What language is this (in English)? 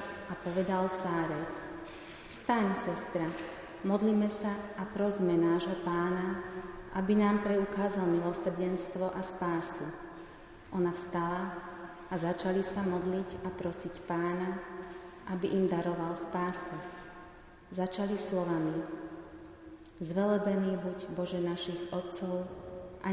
Slovak